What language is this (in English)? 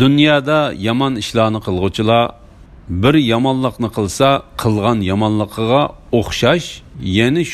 Uyghur